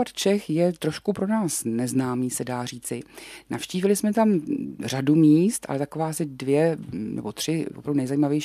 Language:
Czech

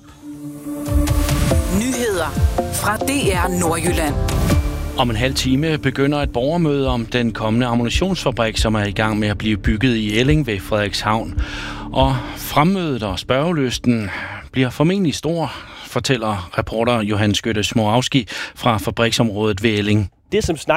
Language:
Danish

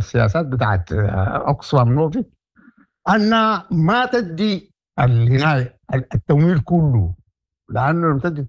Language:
Sudanese Arabic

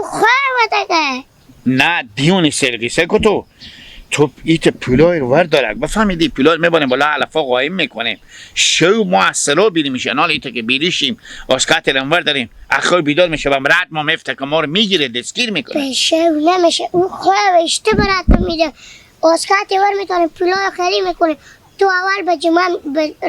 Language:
Hazaragi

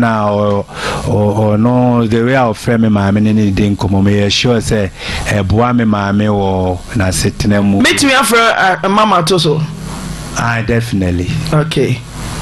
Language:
Akan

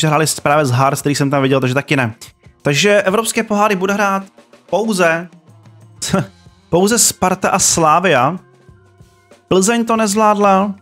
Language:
Czech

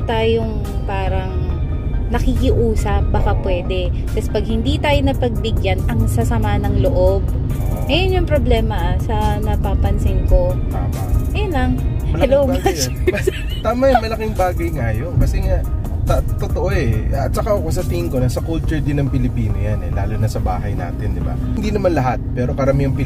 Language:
Filipino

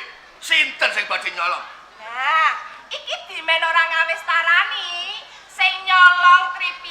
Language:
Javanese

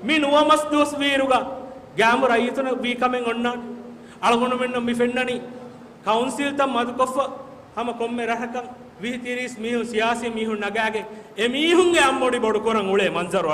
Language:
Divehi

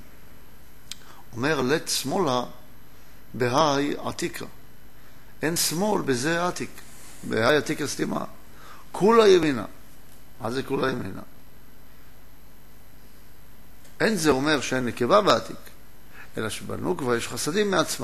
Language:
Hebrew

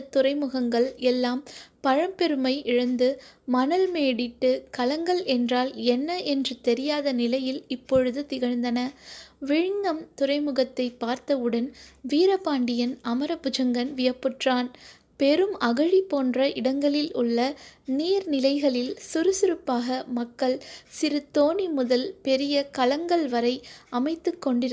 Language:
Tamil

